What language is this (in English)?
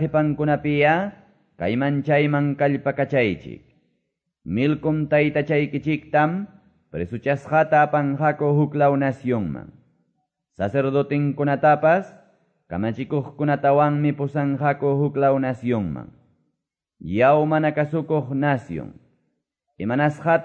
Quechua